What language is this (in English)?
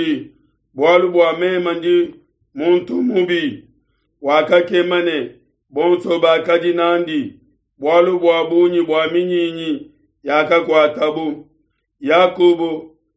Luba-Lulua